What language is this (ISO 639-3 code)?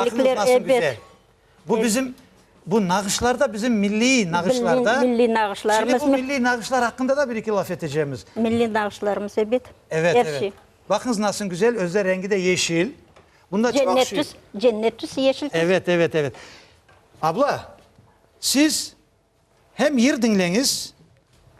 crh